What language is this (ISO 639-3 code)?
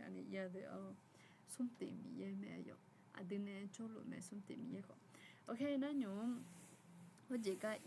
ahk